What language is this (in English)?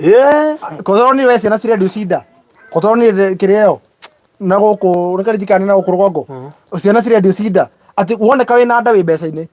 Kikuyu